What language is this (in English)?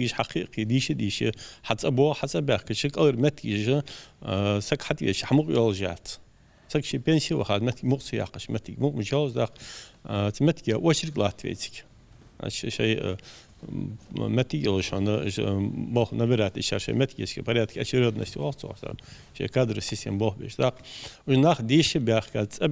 Ingush